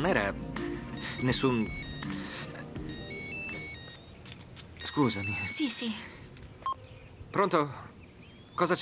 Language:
Italian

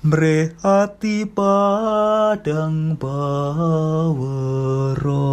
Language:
Javanese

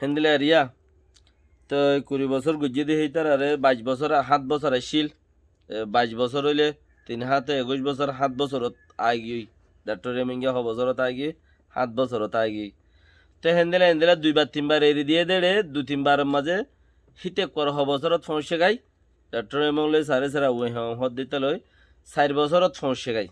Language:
Rohingya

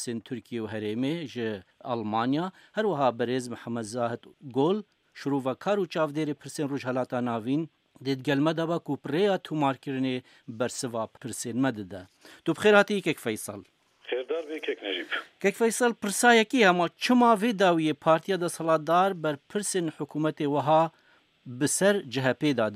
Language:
Kurdish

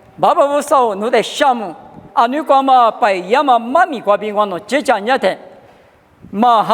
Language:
Lisu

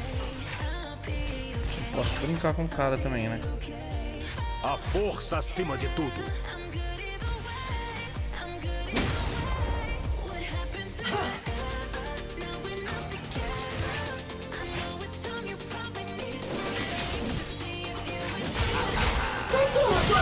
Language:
Portuguese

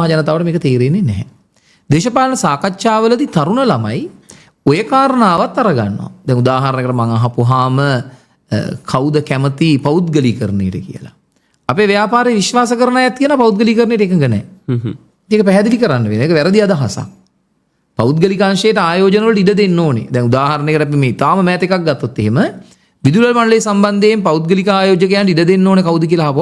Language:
Sinhala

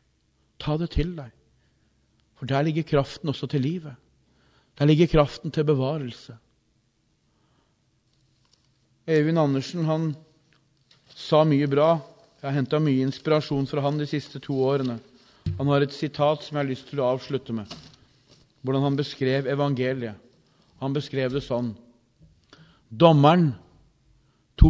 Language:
Norwegian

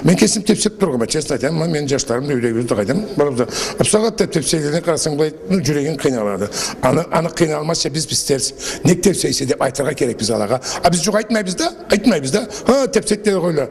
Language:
Karachay-Balkar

